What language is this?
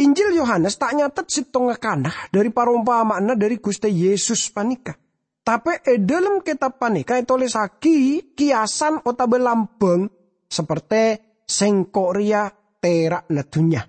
Madurese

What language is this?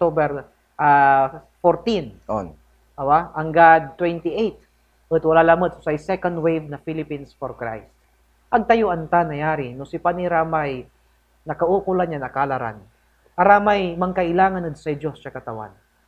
Pangasinan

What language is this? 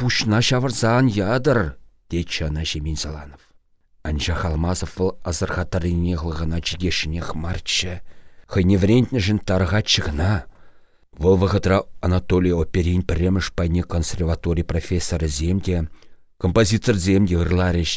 Chuvash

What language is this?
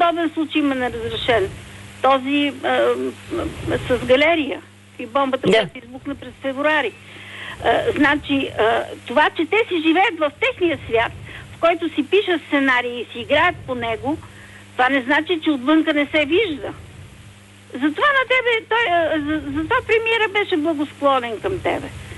Bulgarian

